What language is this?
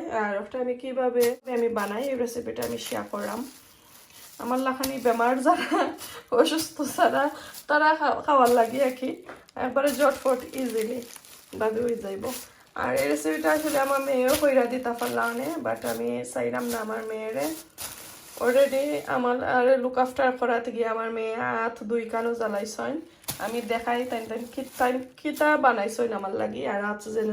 Sylheti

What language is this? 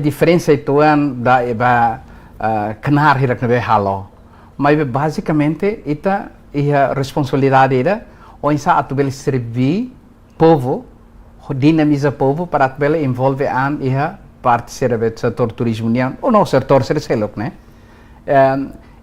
Tetum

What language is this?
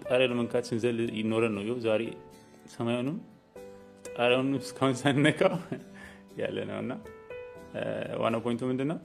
Amharic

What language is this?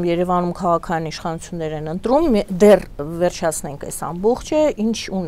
Armenian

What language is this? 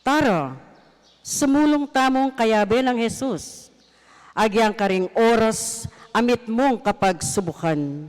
Pampanga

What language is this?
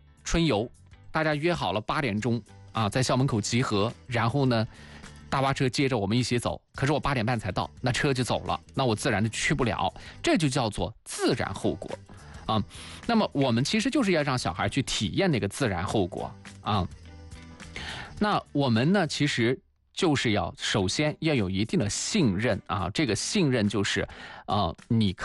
Chinese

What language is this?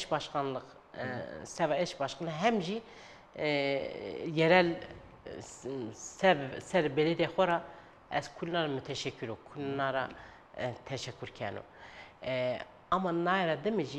Zaza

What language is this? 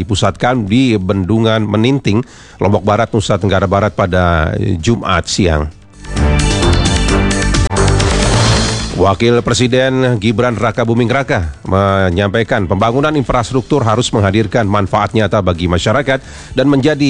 Indonesian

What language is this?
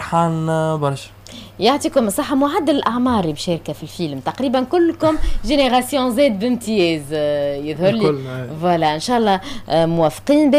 Tunisian Arabic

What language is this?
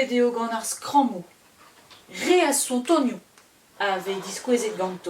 Breton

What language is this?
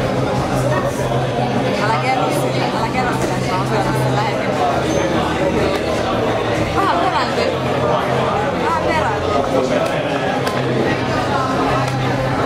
Finnish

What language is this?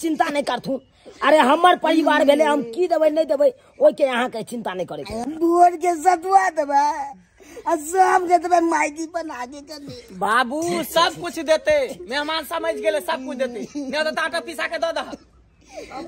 Maithili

